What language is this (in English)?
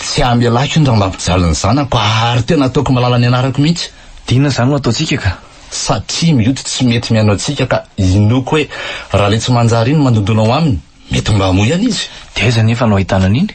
Malagasy